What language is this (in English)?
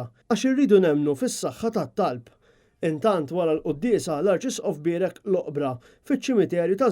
Maltese